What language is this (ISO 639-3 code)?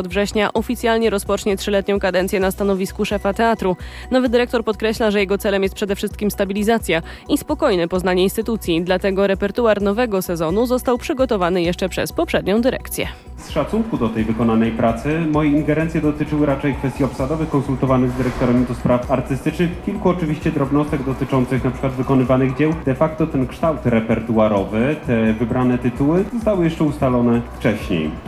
pol